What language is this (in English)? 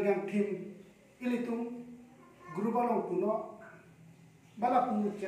Karbi